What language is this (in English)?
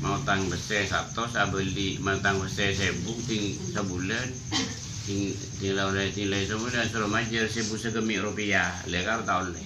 Madurese